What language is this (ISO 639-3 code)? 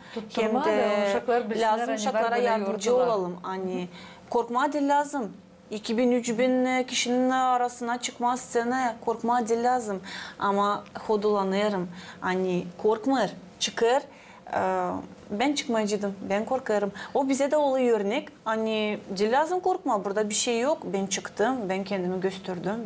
gag